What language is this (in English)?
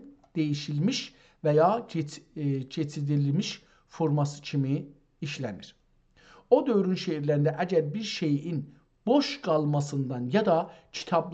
South Azerbaijani